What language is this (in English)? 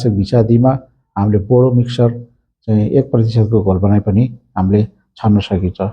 Nepali